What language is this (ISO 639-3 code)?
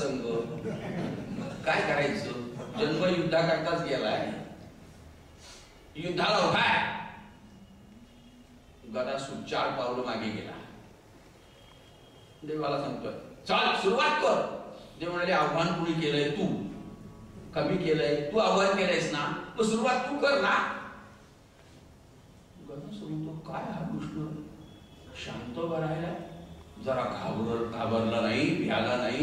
mar